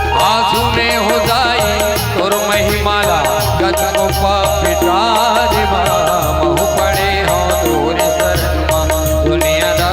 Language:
Chhattisgarhi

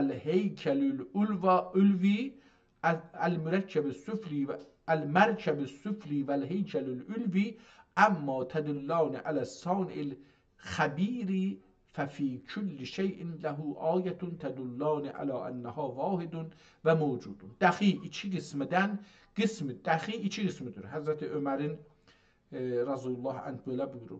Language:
South Azerbaijani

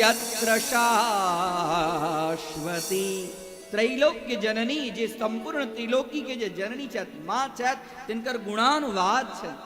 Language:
Maithili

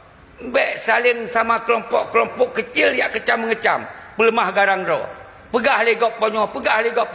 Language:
Achinese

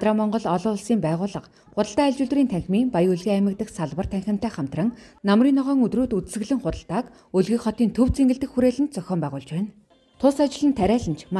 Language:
Mongolian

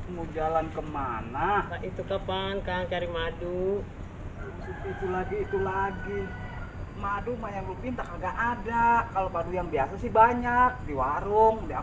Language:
Betawi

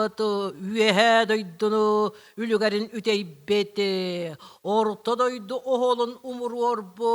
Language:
Yakut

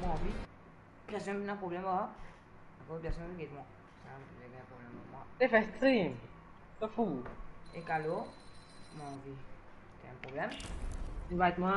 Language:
Morisyen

